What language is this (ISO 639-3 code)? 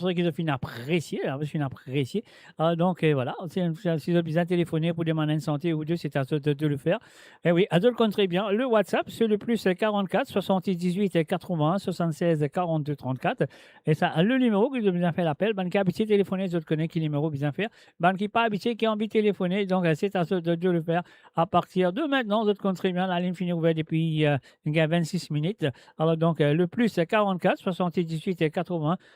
mfe